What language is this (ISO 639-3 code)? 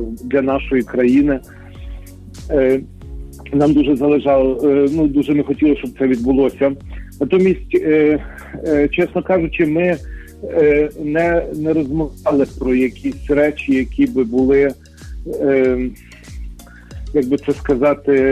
ukr